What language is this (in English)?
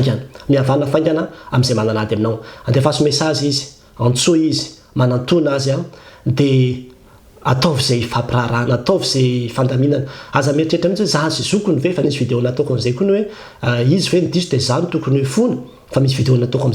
Malagasy